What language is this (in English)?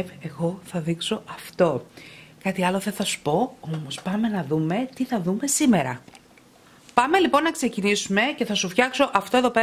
Greek